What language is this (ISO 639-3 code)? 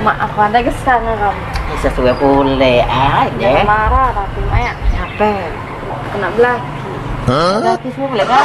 mui